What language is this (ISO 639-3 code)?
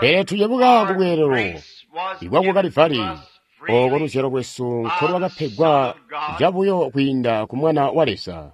toi